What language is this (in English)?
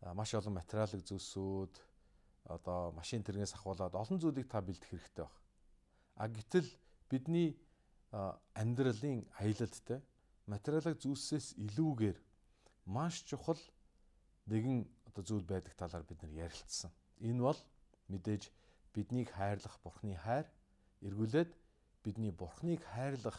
Mongolian